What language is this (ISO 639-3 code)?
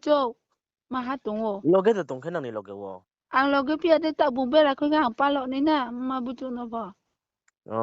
ria